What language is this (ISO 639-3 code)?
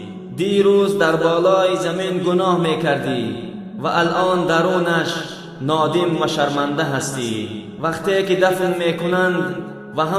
tgk